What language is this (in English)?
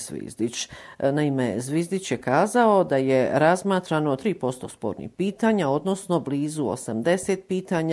Bosnian